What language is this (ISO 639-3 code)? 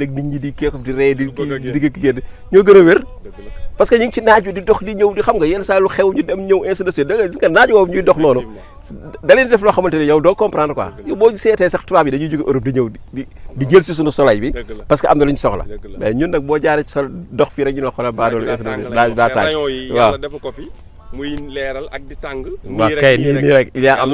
wol